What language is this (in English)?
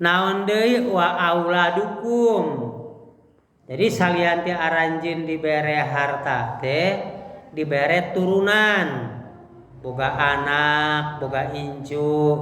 Sundanese